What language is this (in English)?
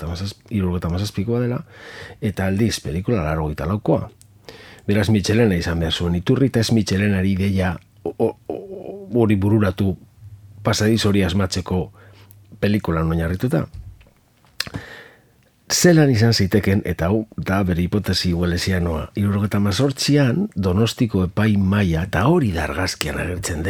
Basque